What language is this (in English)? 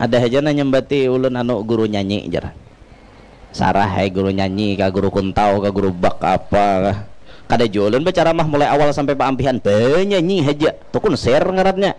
Banjar